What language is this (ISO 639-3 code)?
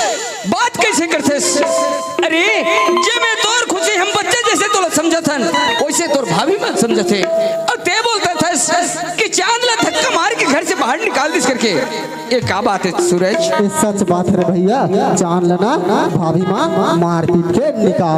hne